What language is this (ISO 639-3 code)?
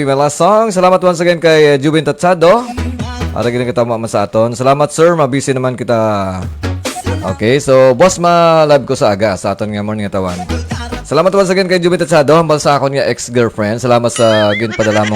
hil